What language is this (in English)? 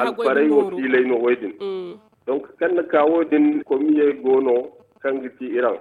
Zarma